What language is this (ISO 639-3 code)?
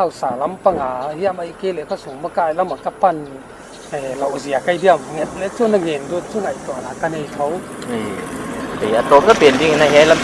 pck